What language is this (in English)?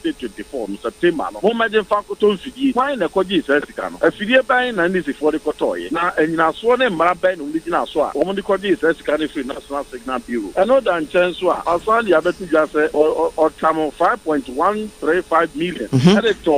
Akan